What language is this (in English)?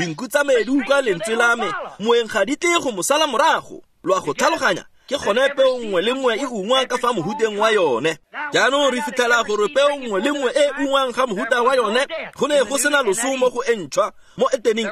Tswana